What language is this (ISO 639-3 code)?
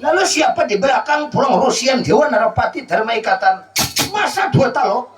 bjn